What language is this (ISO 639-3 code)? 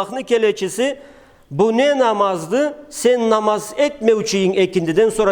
krc